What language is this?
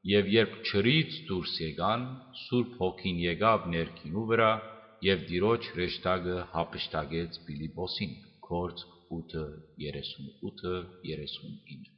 Western Armenian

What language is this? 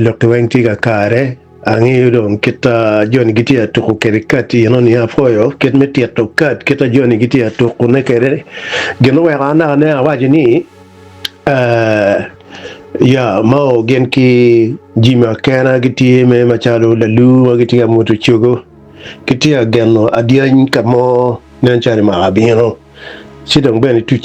Acoli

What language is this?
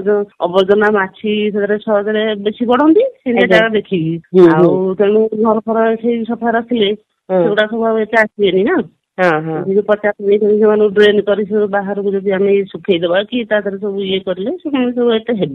Odia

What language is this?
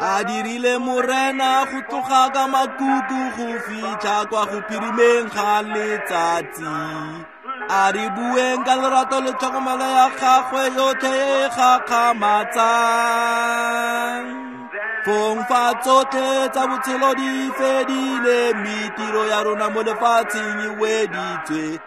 Tswana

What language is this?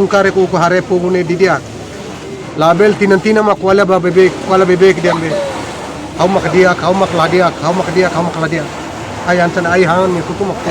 Tetum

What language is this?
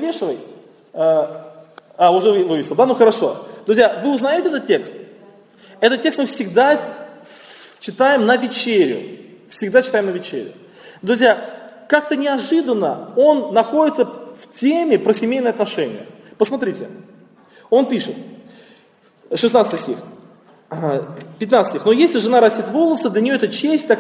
Russian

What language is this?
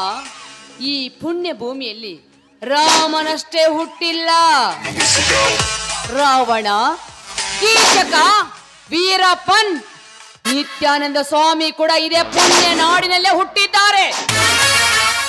Kannada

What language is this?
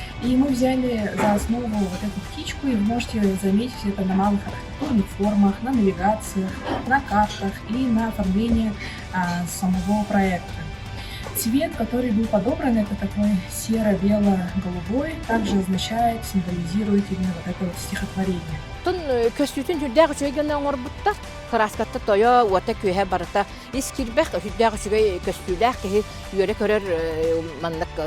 Yakut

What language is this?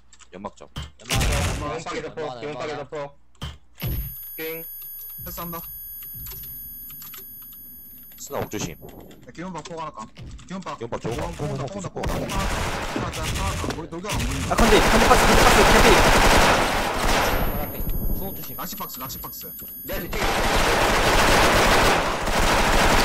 Korean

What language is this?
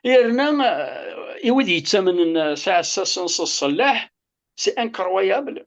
Kabyle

